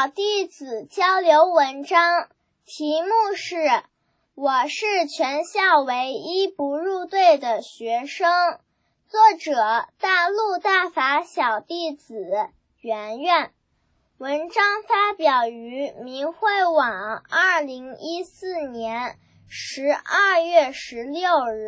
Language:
Chinese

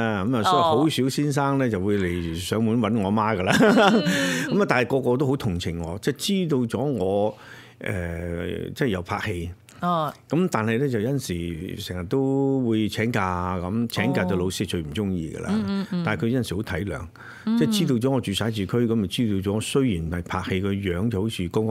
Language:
Cantonese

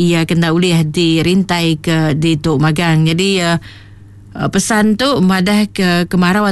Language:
Iban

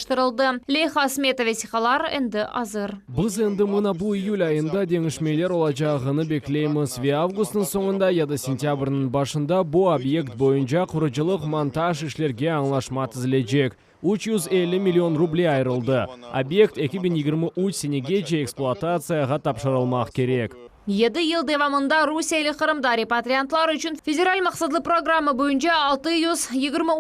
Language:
Crimean Tatar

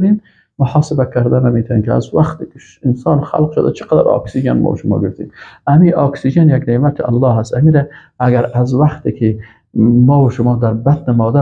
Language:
Persian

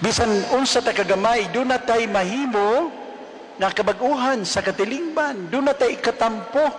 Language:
Cebuano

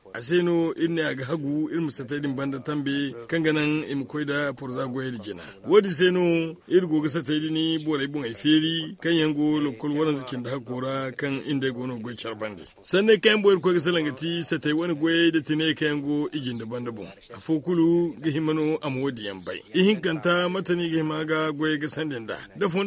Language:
Zarma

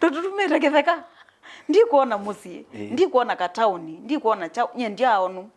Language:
Kamba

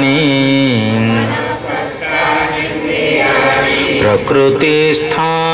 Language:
Odia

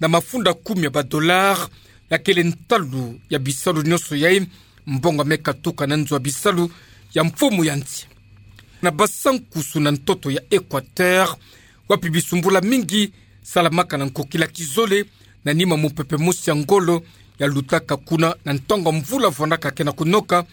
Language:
Kituba (Democratic Republic of Congo)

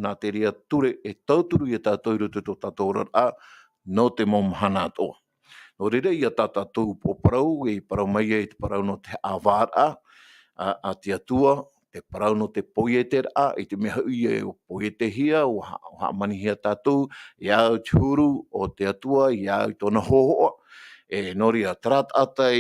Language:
Tahitian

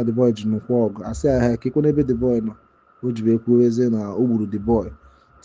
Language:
Igbo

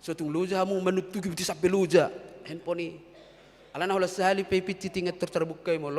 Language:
Batak Toba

